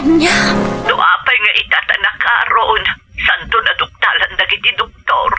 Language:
Iloko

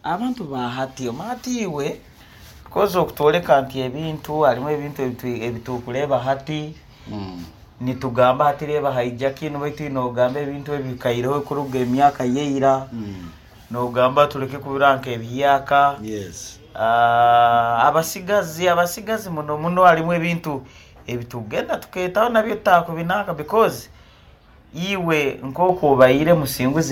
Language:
Nyoro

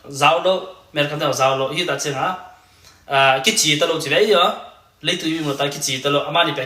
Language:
Tedim Chin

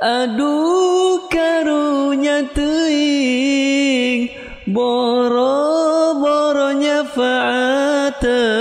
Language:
Sundanese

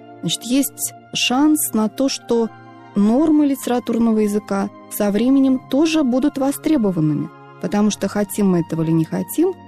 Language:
Russian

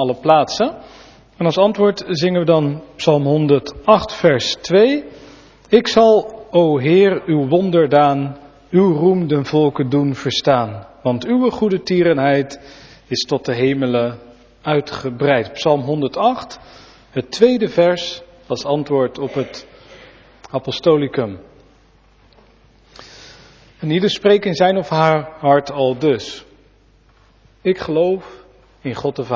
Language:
Dutch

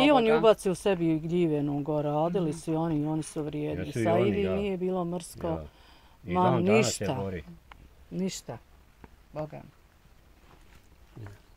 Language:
Bosnian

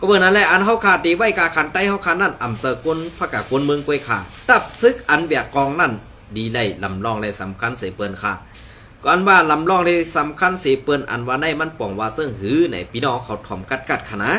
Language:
Shan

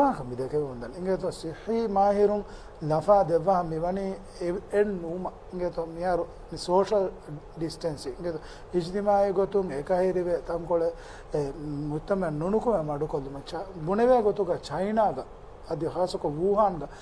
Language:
Divehi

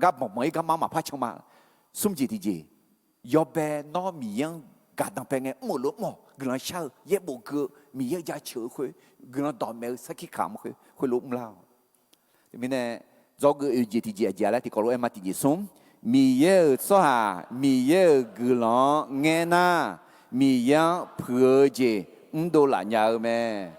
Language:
Akha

